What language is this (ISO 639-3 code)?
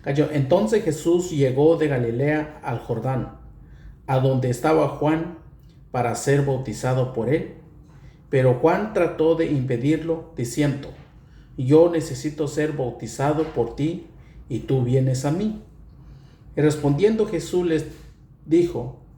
mix